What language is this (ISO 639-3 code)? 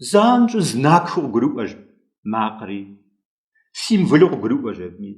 kbd